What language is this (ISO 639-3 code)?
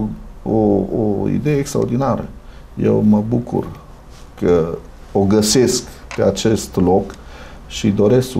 ron